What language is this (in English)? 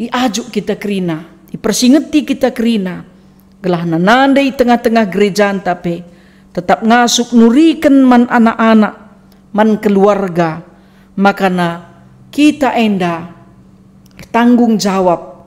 Batak Karo